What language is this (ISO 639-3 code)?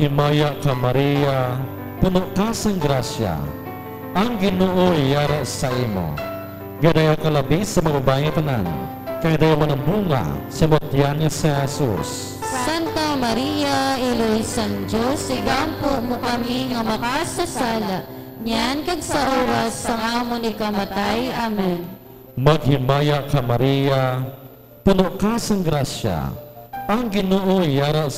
hil